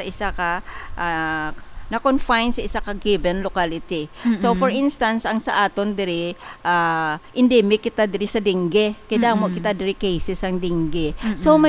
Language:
Hiligaynon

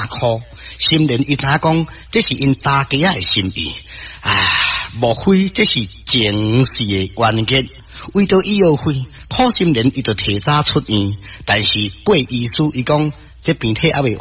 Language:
Min Nan Chinese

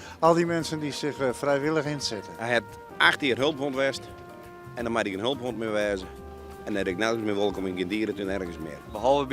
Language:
Western Frisian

